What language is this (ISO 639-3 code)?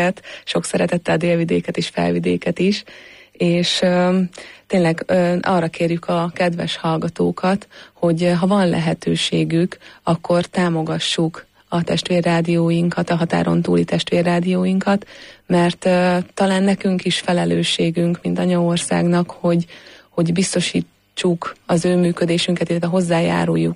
hun